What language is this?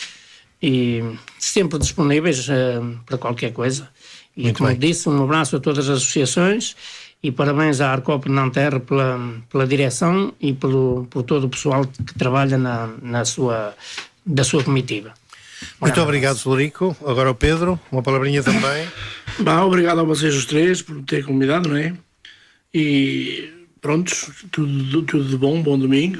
Portuguese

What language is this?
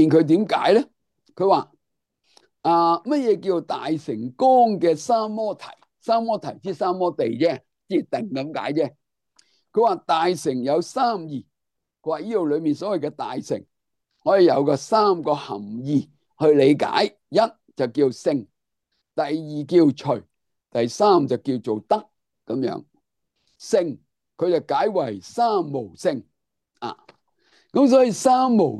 Cantonese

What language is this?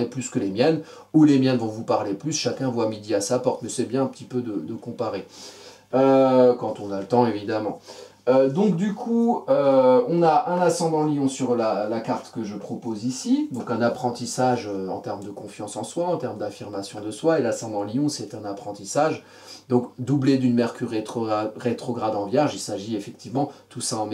French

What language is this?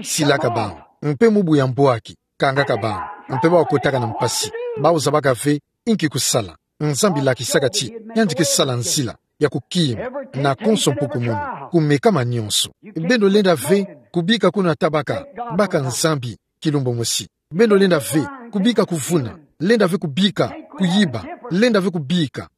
Kituba (Democratic Republic of Congo)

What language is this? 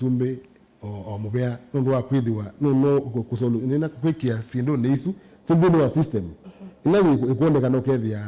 Kamba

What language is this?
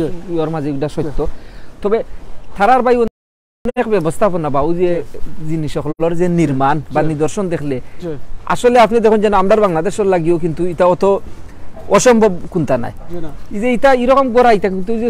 Sylheti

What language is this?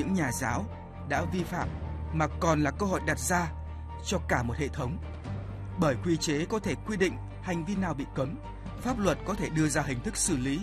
Vietnamese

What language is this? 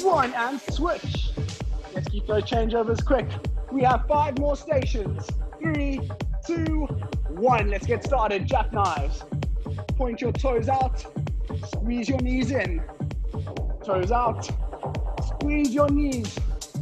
English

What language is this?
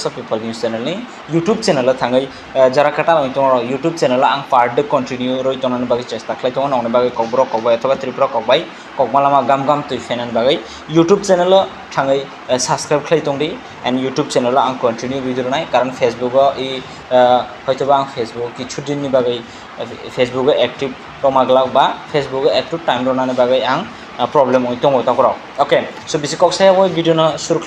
Kok Borok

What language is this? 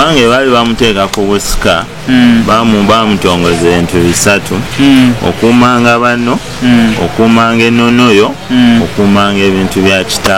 Ganda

